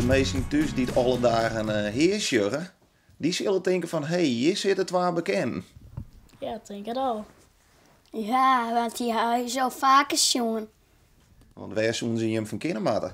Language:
Western Frisian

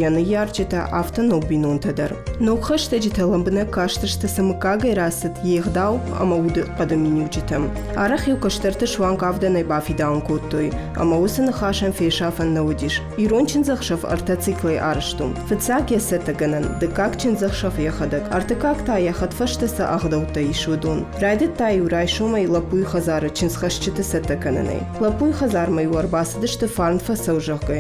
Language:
Ossetic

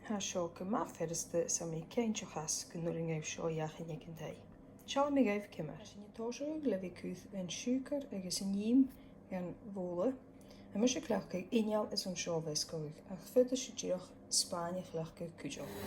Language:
Scottish Gaelic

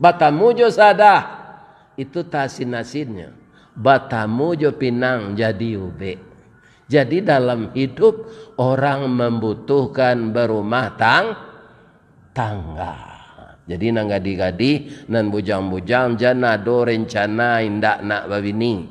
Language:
Minangkabau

